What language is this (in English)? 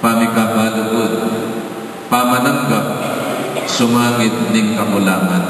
Pampanga